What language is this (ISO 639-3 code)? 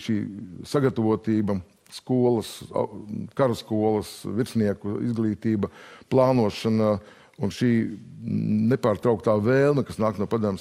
lav